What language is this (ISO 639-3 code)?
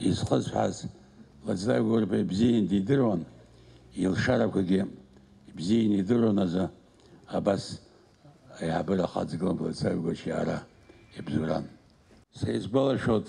abk